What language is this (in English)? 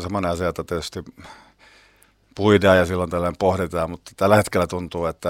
Finnish